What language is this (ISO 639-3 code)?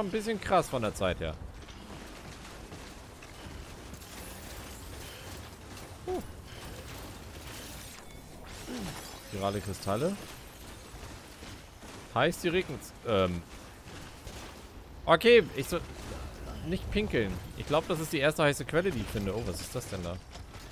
deu